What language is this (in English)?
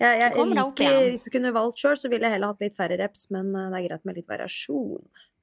Norwegian